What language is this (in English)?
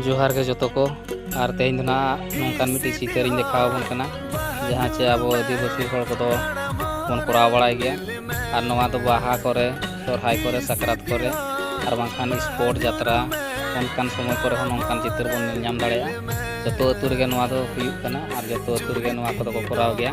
Santali